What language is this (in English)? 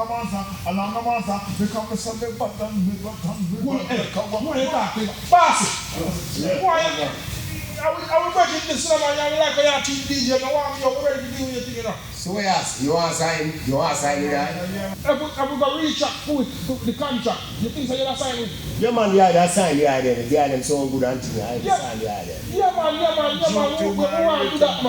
Jamaican Creole English